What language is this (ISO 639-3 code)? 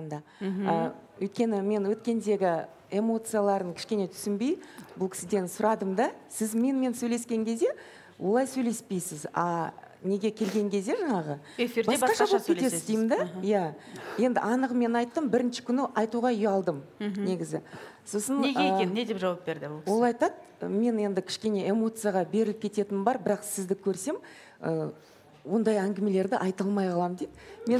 kaz